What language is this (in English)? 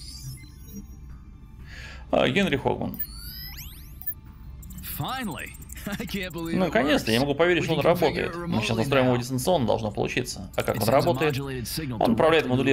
Russian